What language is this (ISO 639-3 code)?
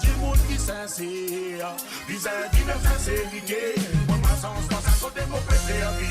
mfe